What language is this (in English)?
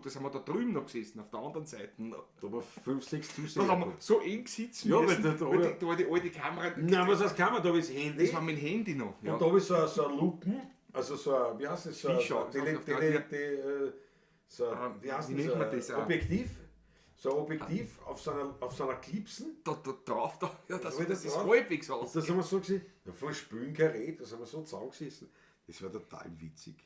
Bavarian